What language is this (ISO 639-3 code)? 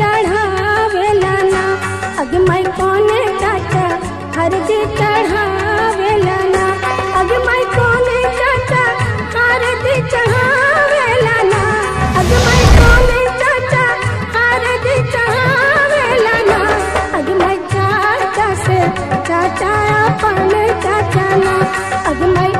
bho